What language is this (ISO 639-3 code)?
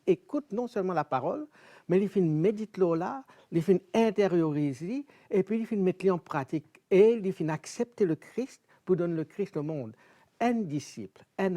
mfe